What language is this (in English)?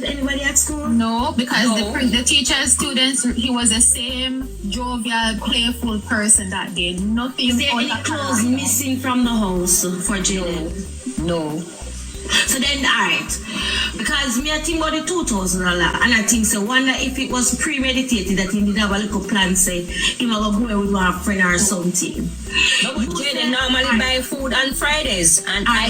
Jamaican Creole English